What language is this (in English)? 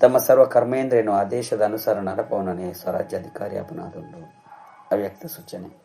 Tulu